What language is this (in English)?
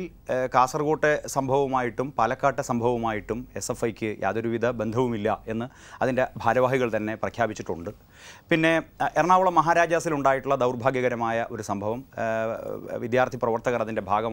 Malayalam